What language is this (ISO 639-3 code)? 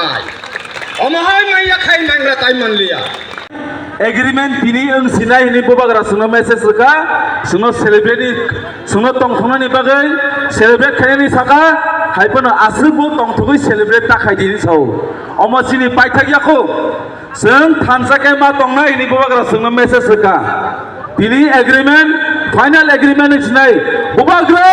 trp